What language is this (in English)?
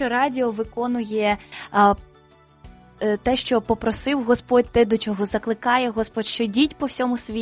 Ukrainian